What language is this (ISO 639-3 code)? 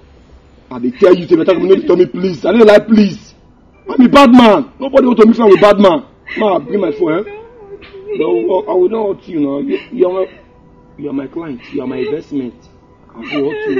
pcm